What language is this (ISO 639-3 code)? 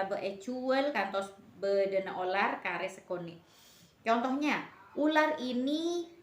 mad